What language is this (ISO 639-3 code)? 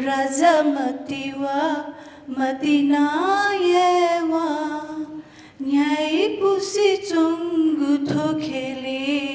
new